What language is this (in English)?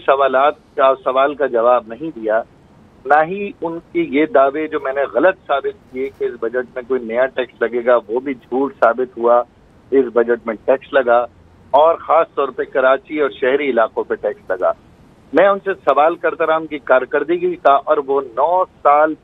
Urdu